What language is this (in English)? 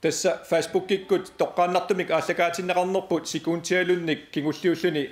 Kalaallisut